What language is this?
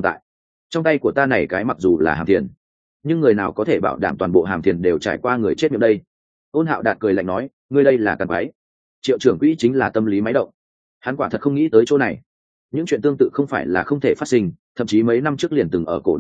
Vietnamese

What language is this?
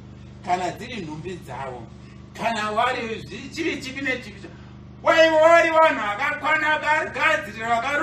Shona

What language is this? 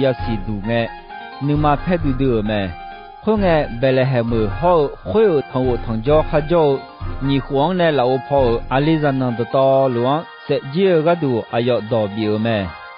Akha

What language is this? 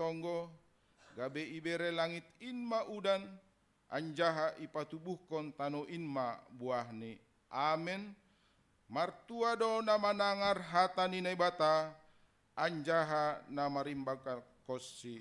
Batak Simalungun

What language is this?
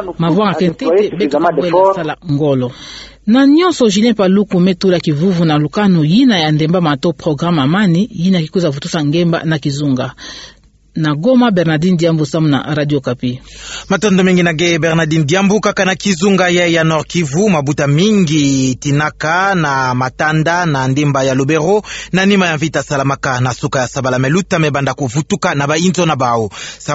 Kituba (Democratic Republic of Congo)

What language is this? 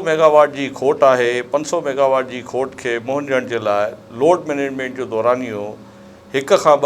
Sindhi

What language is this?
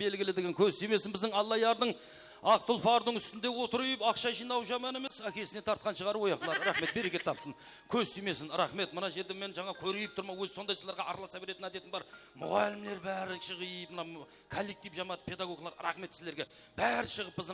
Kara-Kalpak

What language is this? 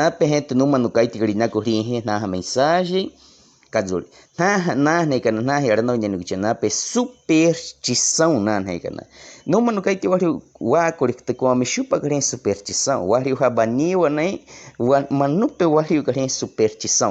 Baniwa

